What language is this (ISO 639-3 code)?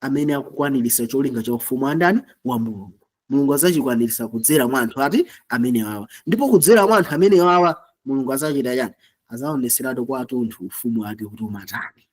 nya